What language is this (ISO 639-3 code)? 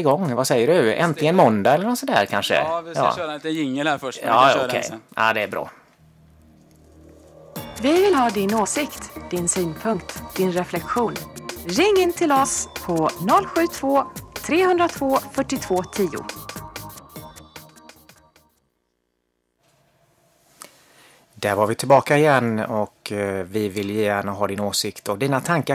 swe